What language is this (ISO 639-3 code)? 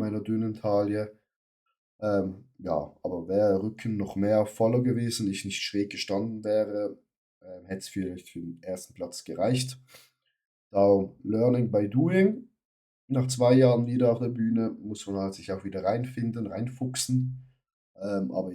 gsw